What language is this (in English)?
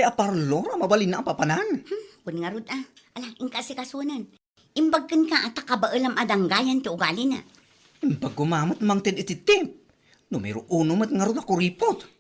Iloko